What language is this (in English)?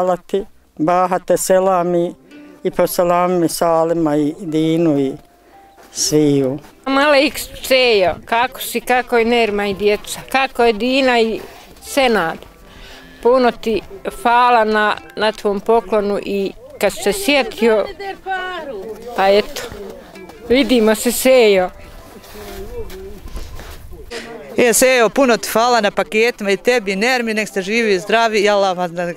Bosnian